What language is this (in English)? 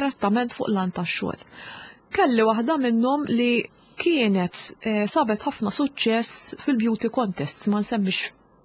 Maltese